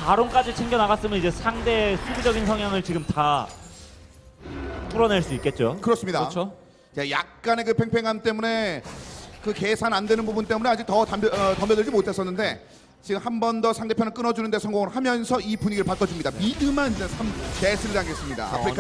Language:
Korean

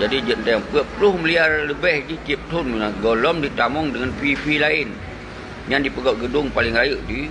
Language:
Achinese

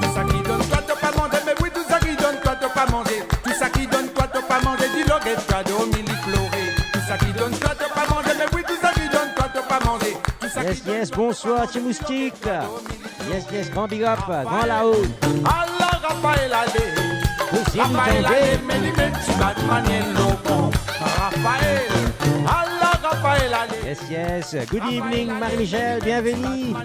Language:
Morisyen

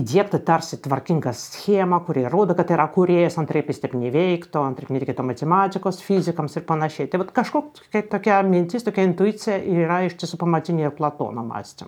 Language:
Lithuanian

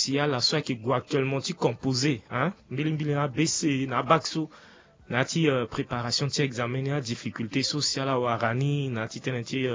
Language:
Sango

